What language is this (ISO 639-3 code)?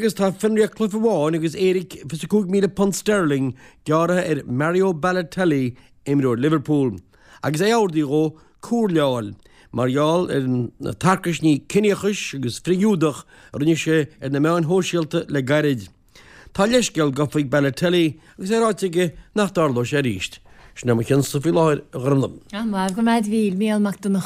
gle